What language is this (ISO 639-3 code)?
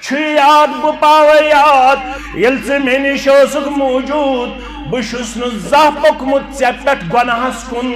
kas